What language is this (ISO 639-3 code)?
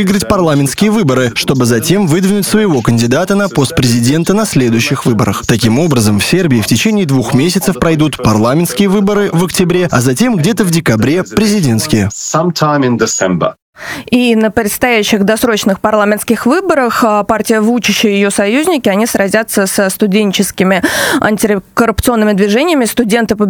rus